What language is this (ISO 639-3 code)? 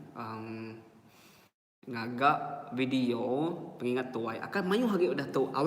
iba